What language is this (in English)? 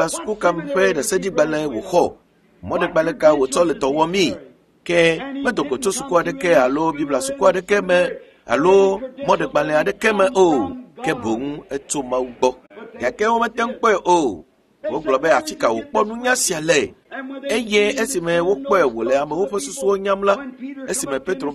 Ewe